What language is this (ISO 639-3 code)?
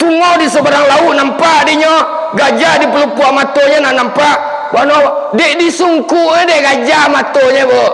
min